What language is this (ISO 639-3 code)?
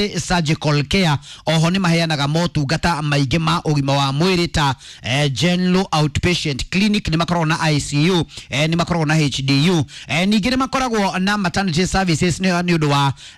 kik